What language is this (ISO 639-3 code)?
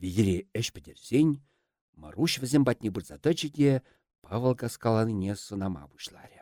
chv